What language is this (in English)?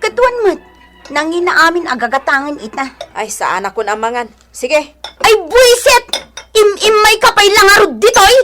Iloko